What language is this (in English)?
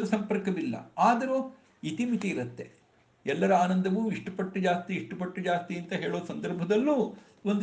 Kannada